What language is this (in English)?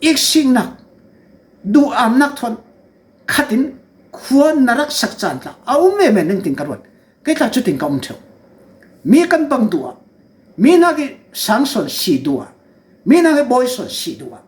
Falam Chin